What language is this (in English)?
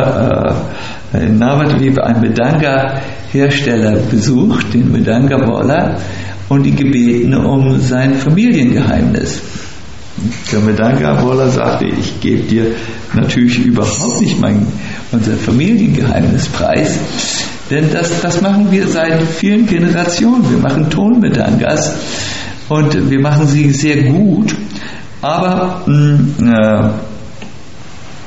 German